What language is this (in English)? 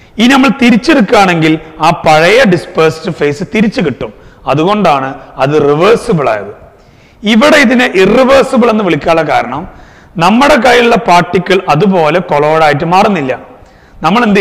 Malayalam